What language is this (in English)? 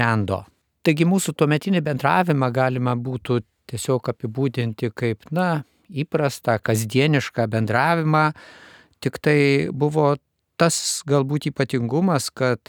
Lithuanian